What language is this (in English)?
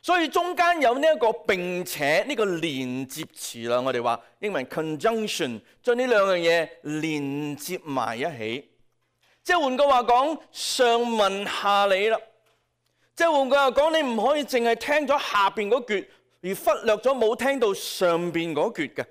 Cantonese